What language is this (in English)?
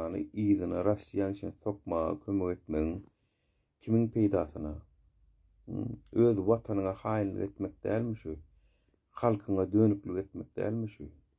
Turkmen